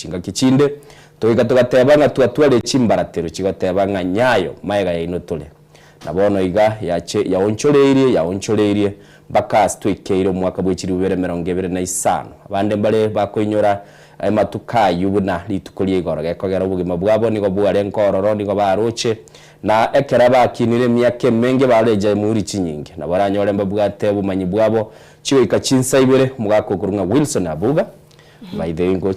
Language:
Gusii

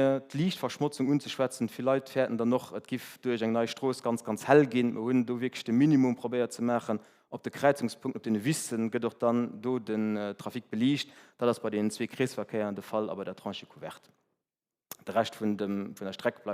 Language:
Luxembourgish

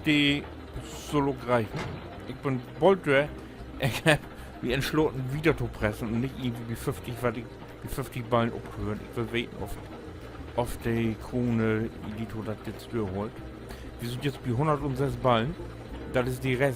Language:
Low German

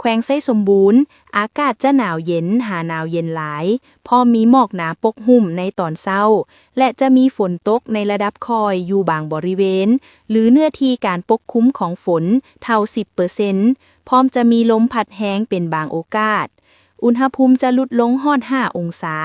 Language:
Lao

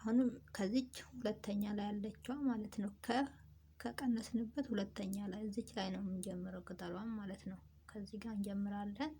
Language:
Amharic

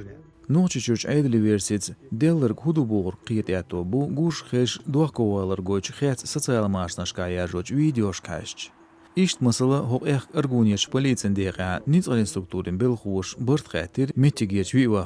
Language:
Chechen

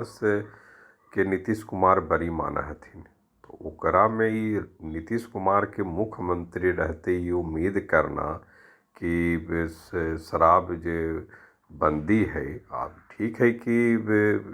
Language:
Magahi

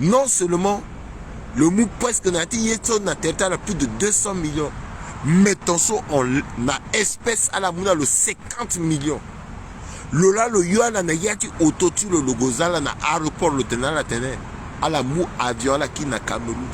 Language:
Sango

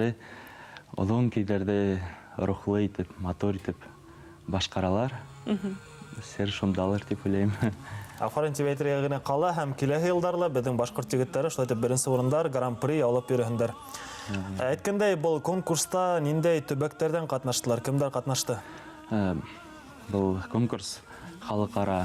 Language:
Bashkir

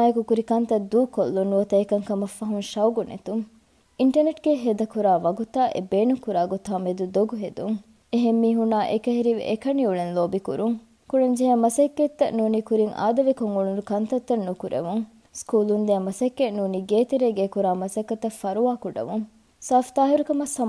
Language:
Divehi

